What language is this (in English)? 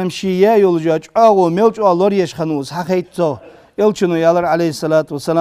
Ingush